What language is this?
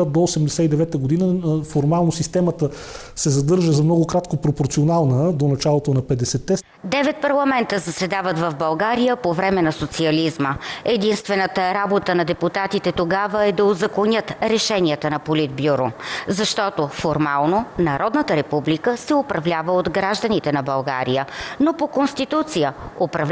Bulgarian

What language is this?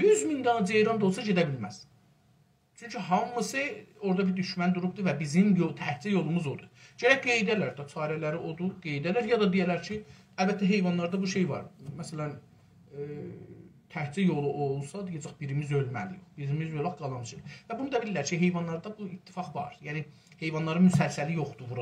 South Azerbaijani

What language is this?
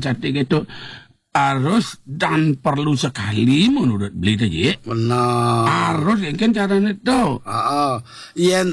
Balinese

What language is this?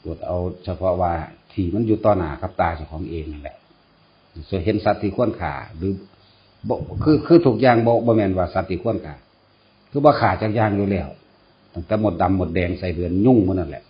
Northeastern Thai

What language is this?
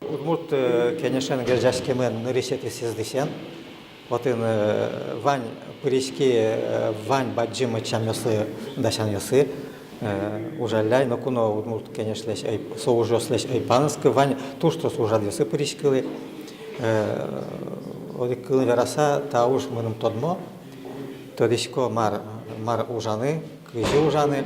Udmurt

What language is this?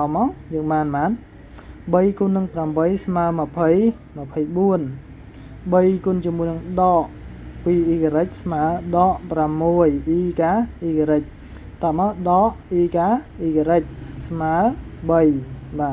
Khmer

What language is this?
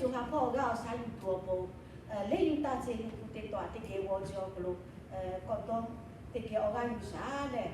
Lahu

